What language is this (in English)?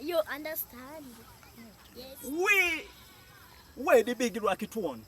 Jamaican Creole English